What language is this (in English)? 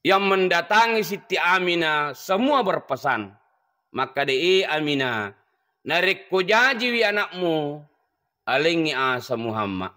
Buginese